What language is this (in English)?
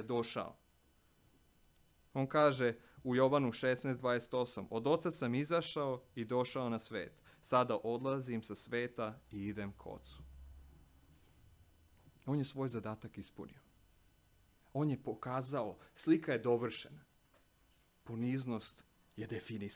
Serbian